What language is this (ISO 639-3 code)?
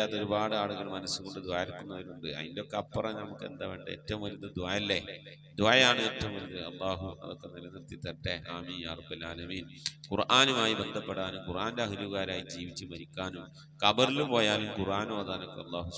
mal